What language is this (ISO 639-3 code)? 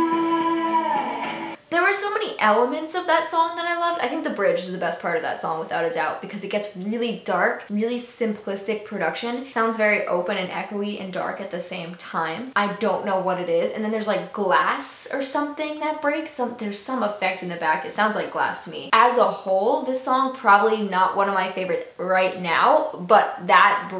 eng